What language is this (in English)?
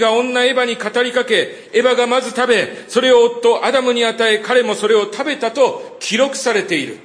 Japanese